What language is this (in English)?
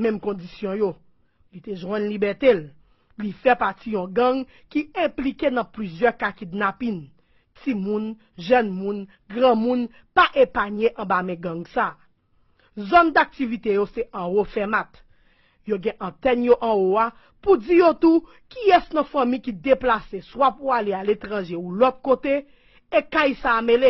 Haitian Creole